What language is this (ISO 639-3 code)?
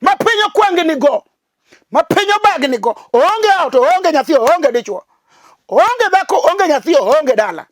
luo